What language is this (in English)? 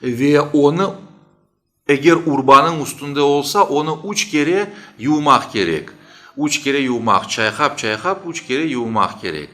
Crimean Tatar